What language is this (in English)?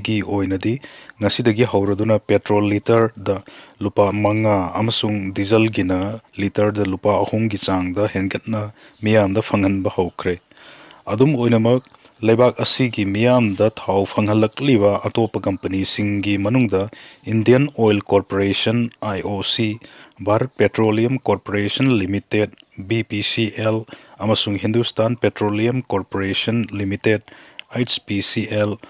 Manipuri